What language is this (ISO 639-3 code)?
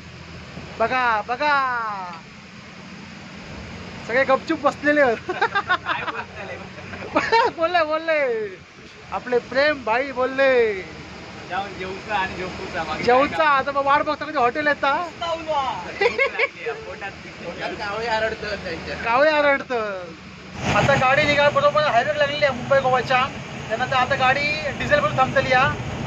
mar